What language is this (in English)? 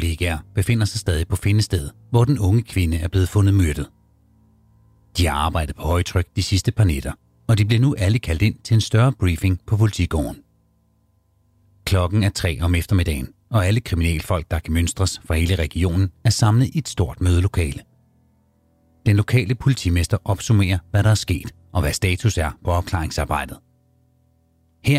Danish